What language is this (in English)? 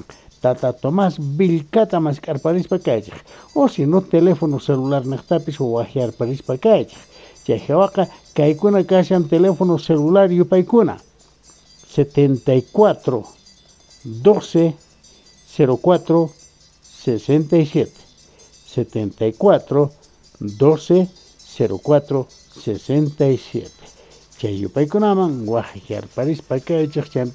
South Bolivian Quechua